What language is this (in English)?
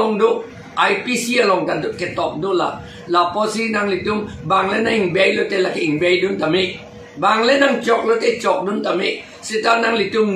Karbi